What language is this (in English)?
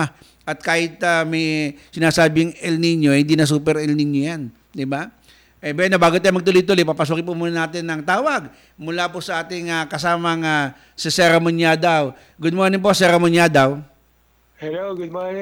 Filipino